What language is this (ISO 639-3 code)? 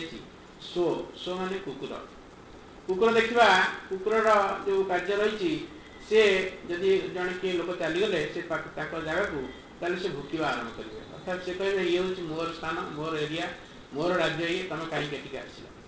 ori